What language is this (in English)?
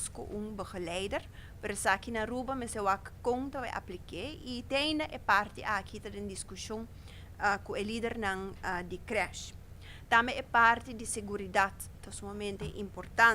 Papiamento